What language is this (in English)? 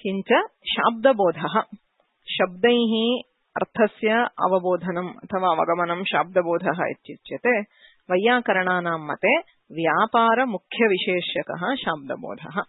Sanskrit